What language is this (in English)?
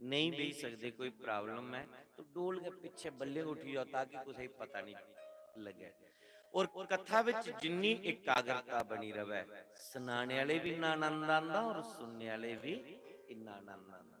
Dogri